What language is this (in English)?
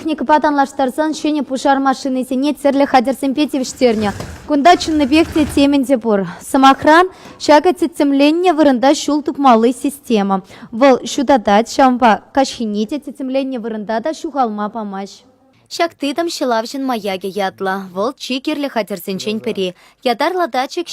Chuvash